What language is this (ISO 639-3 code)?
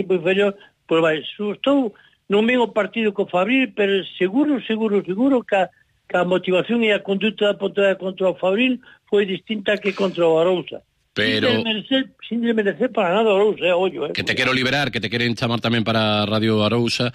glg